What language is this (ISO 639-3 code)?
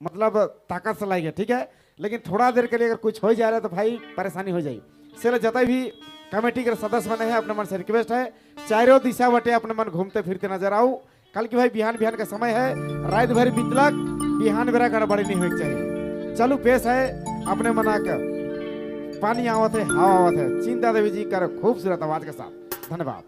sck